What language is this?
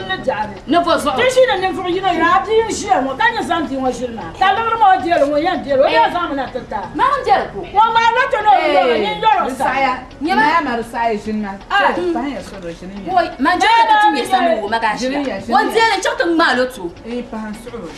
Dagbani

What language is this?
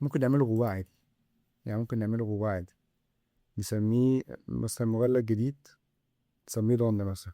Egyptian Arabic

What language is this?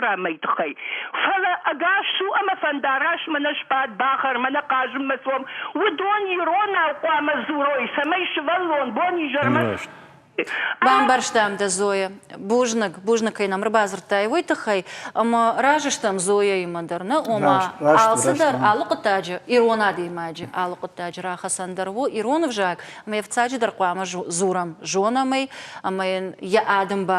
Ossetic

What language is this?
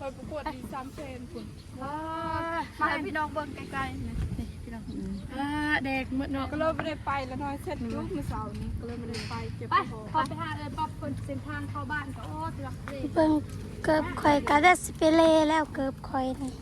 Northeastern Thai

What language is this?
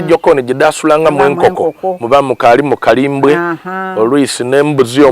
Soga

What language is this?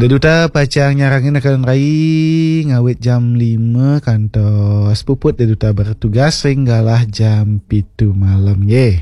Balinese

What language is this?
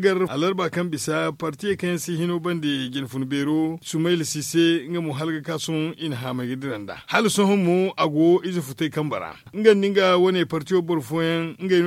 Zarma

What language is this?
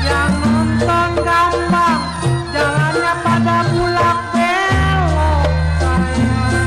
Betawi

